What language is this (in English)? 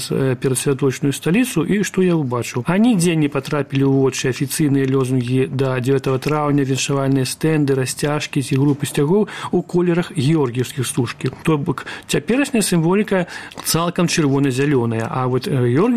Belarusian